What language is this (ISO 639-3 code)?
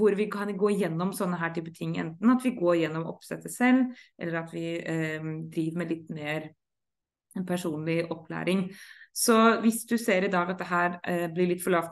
nor